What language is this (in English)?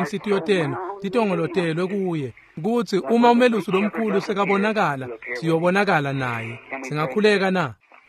Swati